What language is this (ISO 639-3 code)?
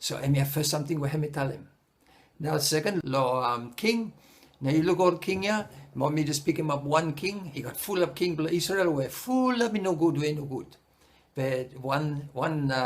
bis